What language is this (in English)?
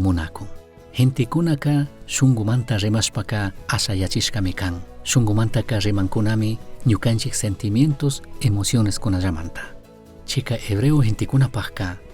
Chimborazo Highland Quichua